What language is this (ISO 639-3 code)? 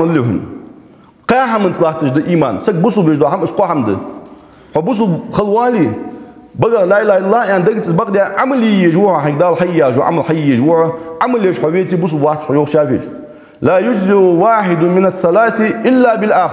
inh